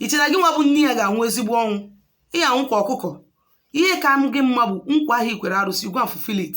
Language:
Igbo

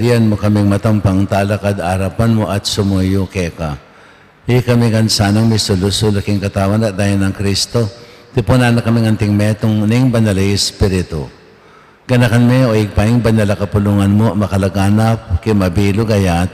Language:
Pampanga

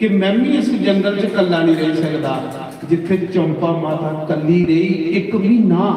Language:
Dogri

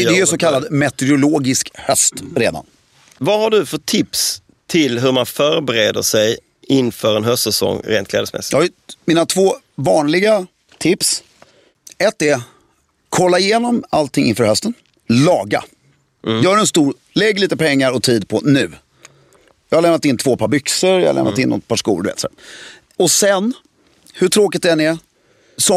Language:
Swedish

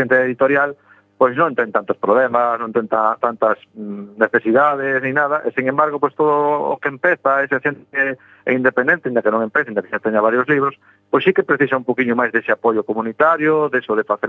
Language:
Galician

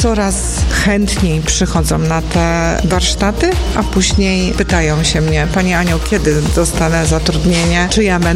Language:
Polish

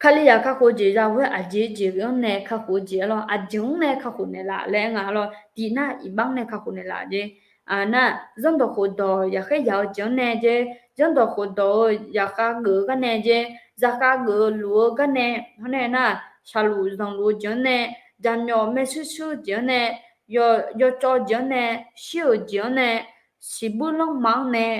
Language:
Akha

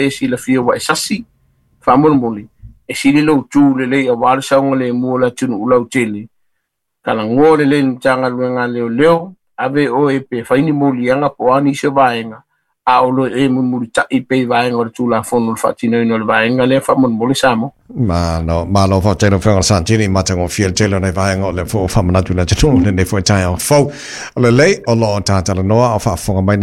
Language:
Samoan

